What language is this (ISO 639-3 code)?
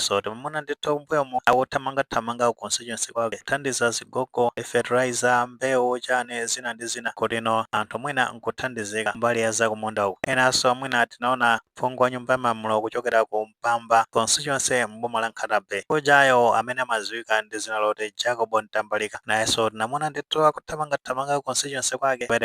nya